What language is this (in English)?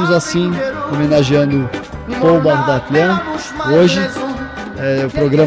Portuguese